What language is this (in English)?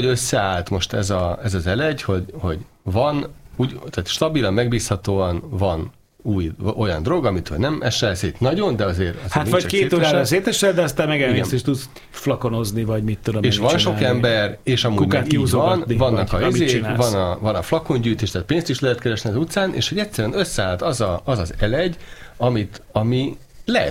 Hungarian